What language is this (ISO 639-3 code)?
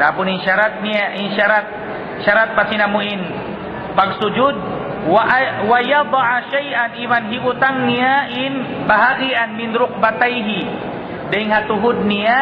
tsg